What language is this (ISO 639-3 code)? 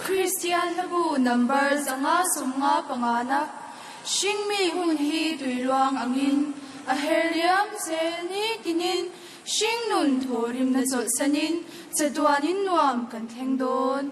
lus